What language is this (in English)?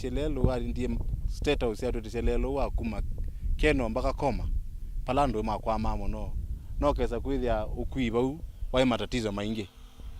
Kamba